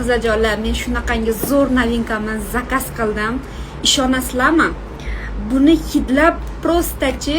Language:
Uzbek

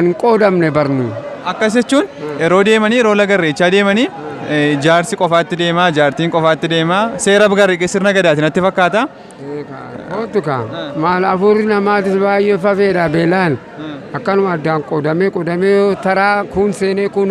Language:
Oromo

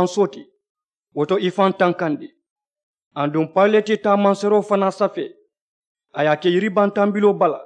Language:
Mandingo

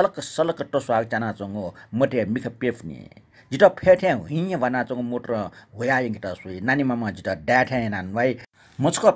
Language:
Newari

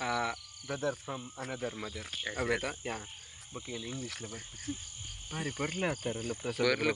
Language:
Tulu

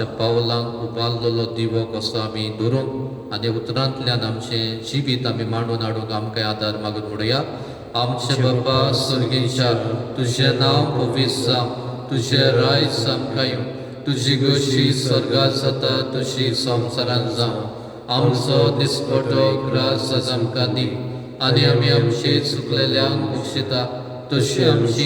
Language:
Konkani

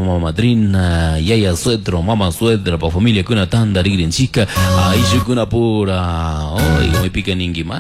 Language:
Chimborazo Highland Quichua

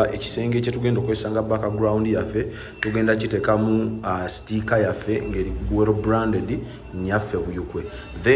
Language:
Ganda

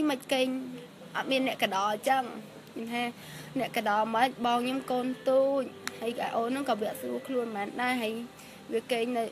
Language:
Khmer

